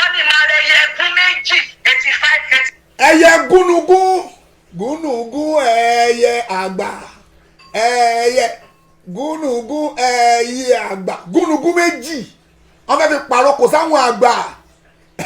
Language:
Yoruba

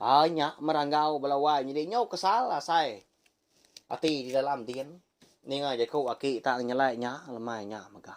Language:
Iban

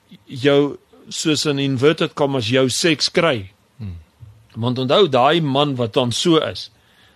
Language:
Afrikaans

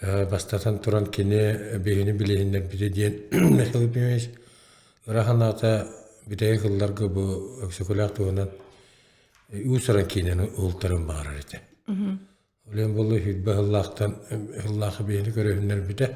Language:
Yakut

